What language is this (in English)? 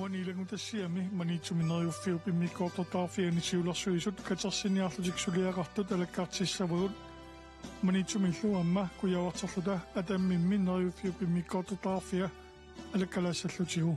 Kalaallisut